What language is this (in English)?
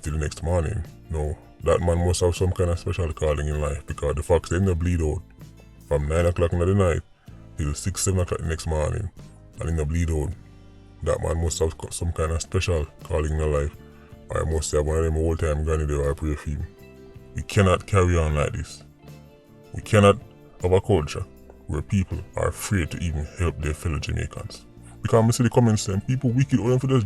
Jamaican Creole English